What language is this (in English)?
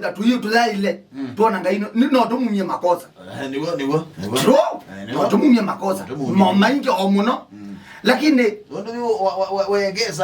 Kamba